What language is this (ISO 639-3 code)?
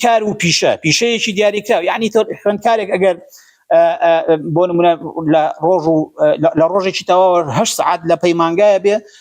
ckb